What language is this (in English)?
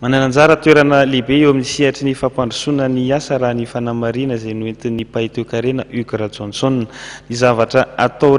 Malagasy